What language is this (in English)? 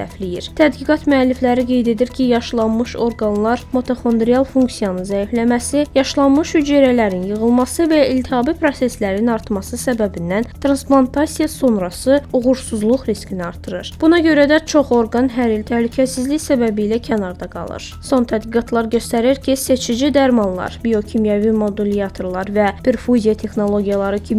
Azerbaijani